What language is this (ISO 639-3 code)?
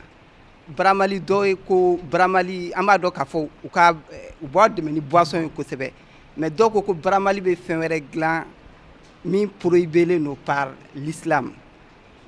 bam